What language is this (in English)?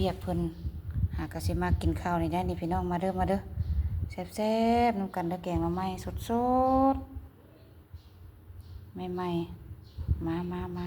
Lao